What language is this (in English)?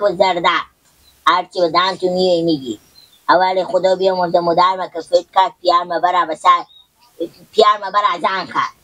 Persian